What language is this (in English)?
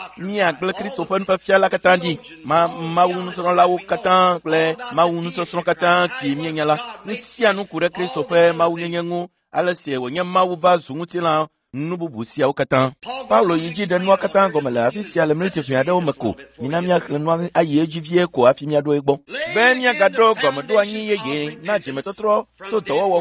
Ewe